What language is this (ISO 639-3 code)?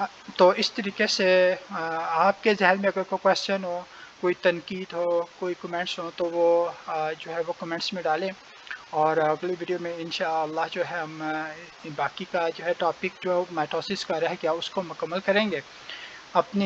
urd